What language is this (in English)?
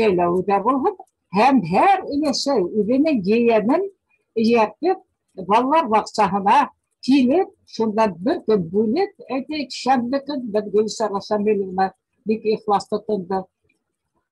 Bashkir